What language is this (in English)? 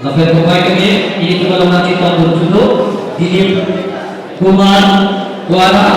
Karbi